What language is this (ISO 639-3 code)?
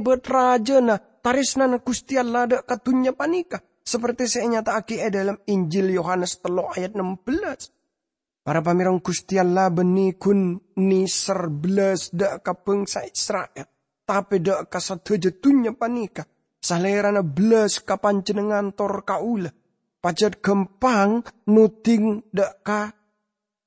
mad